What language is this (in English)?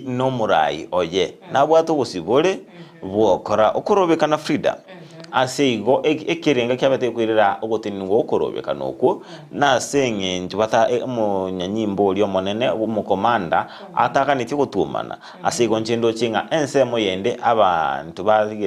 Gusii